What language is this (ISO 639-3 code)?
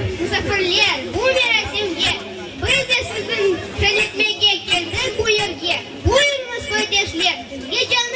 crh